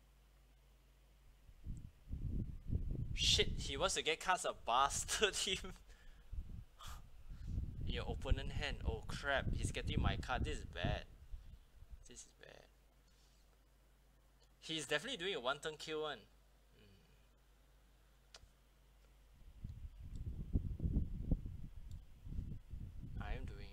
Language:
English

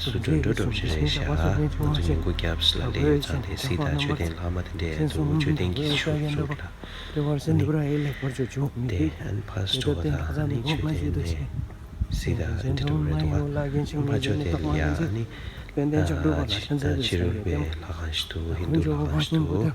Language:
Tibetan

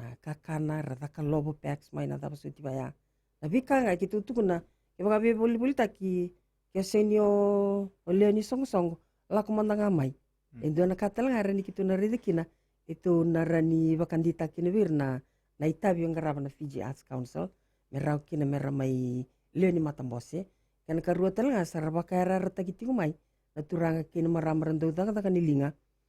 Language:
Fijian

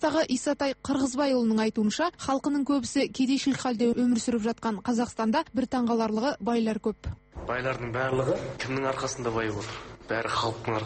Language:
Kazakh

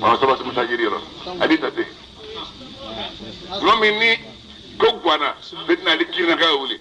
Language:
Bambara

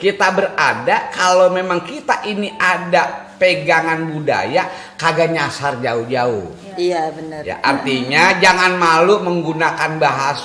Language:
Betawi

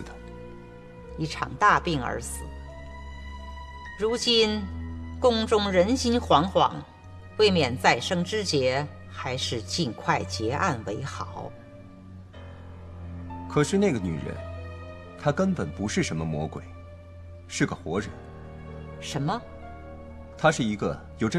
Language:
Chinese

